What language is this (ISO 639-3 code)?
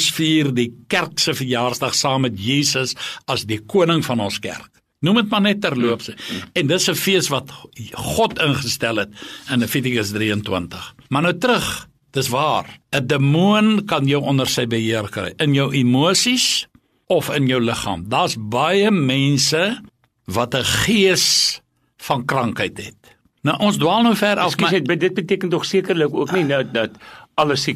afr